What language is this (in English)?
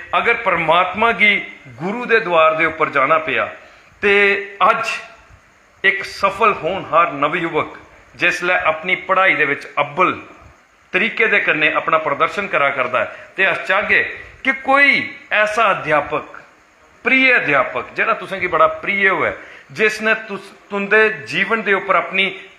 Dogri